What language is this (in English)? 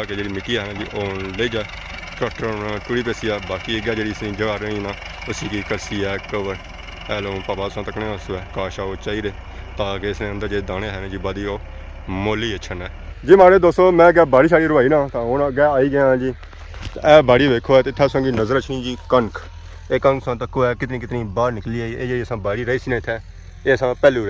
Pahari-Potwari